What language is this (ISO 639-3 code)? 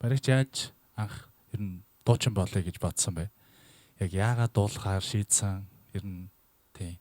mon